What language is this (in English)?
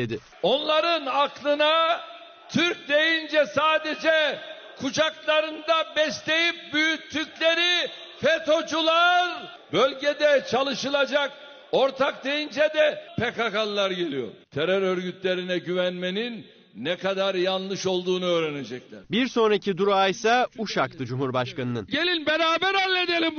Turkish